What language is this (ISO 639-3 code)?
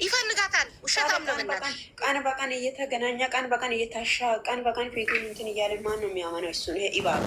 amh